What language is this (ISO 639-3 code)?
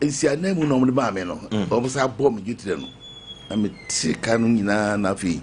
aka